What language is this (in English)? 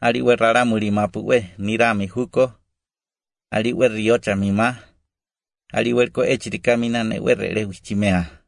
Croatian